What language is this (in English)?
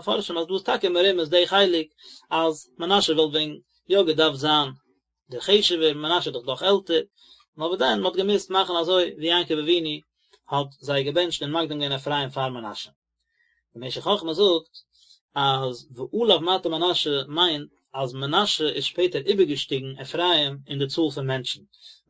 Yiddish